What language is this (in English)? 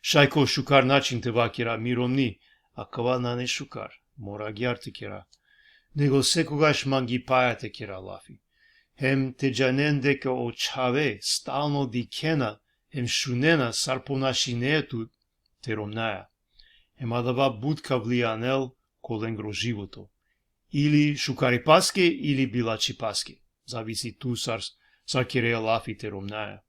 Balkan Romani